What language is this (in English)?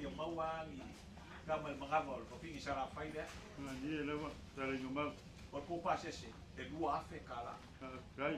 Samoan